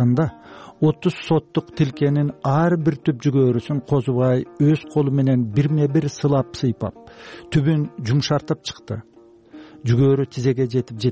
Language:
Kyrgyz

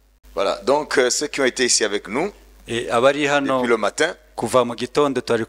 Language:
Kinyarwanda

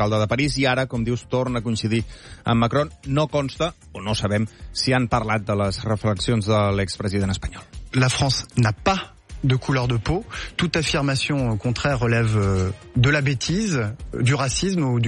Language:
Catalan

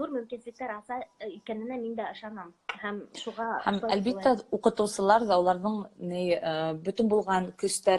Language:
Bashkir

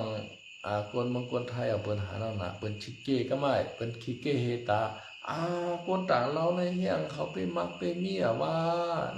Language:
Shan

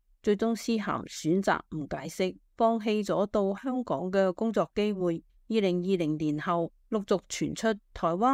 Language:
Cantonese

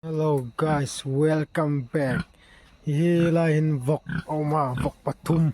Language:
Hmar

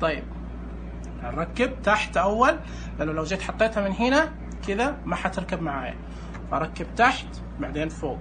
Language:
Najdi Arabic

